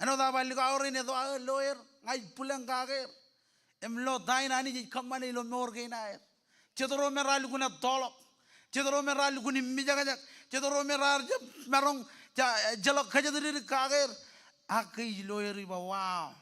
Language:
Marshallese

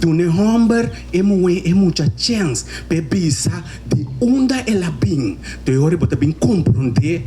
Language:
Papiamento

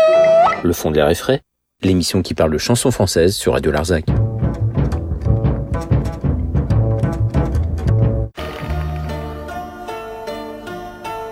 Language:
French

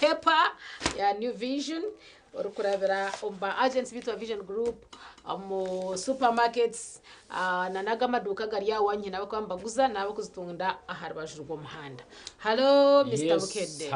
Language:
Nyankole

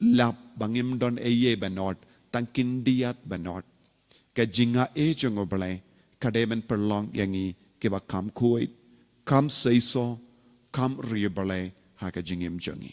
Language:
Khasi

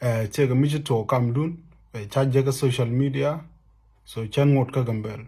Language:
Nuer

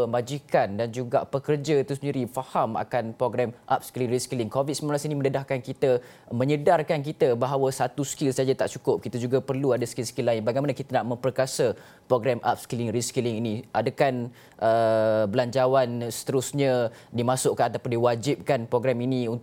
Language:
Malay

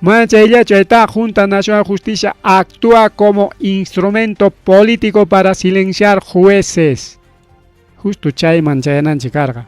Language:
Ayacucho Quechua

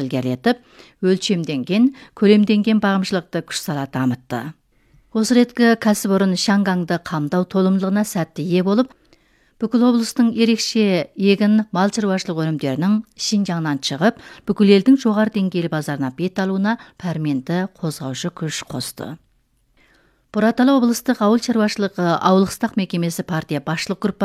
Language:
Kazakh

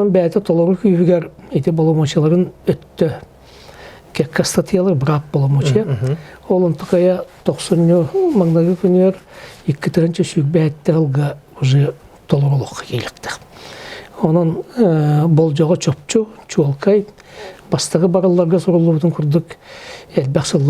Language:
Yakut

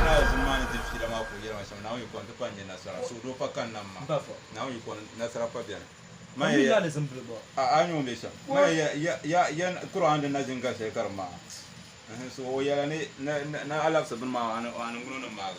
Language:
Dagbani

